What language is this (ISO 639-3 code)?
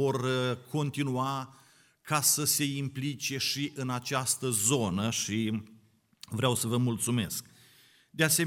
ron